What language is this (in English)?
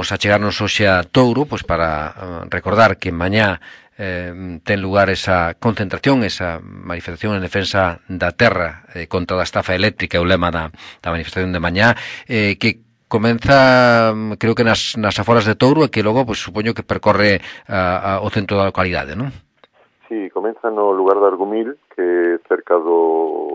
Galician